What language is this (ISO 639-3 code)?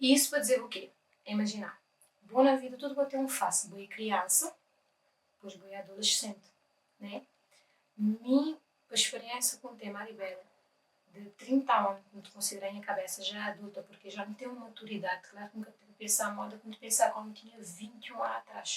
kea